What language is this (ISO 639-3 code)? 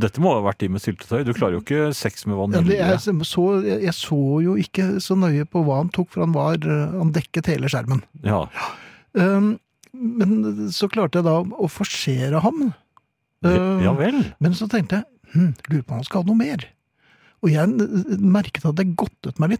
nor